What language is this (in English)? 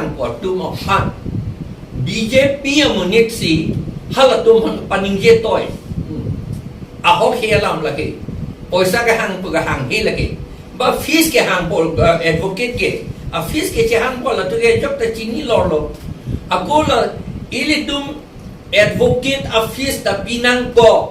Karbi